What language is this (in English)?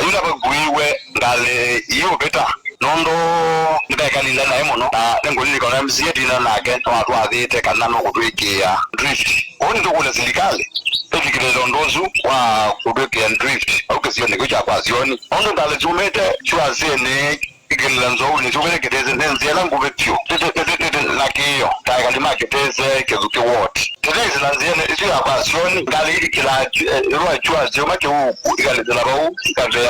Kamba